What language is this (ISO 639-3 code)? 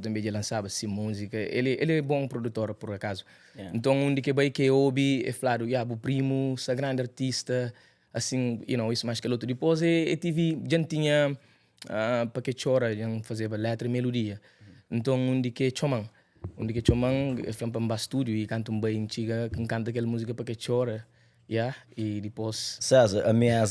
kea